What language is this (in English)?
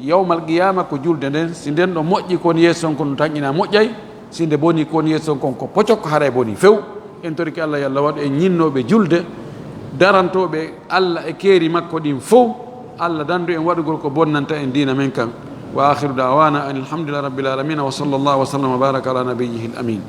Fula